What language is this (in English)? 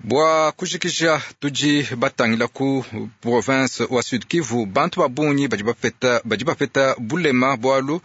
Luba-Lulua